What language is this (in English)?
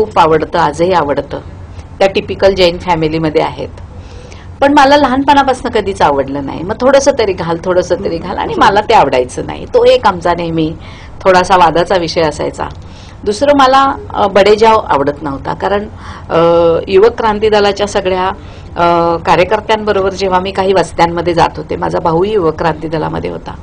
Marathi